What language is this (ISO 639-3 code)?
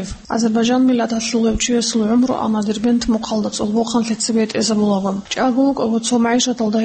ava